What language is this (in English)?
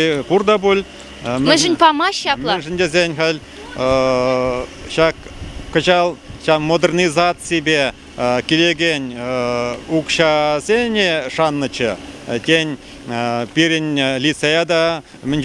Chuvash